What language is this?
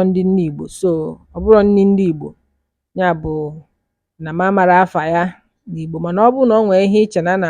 Igbo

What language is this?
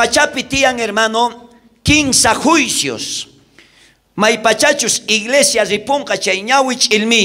South Bolivian Quechua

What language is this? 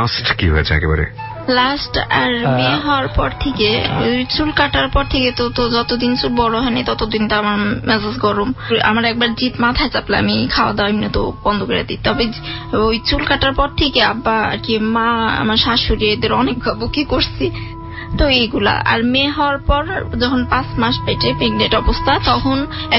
Bangla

